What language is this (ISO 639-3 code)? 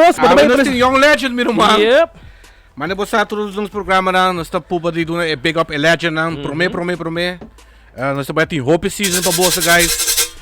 pap